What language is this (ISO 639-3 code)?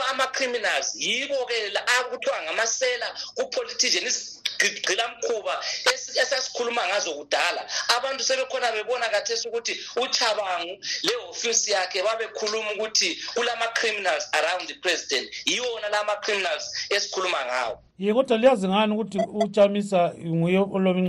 nde